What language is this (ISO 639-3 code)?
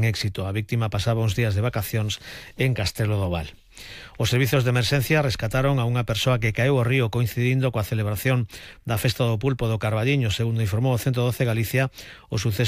glg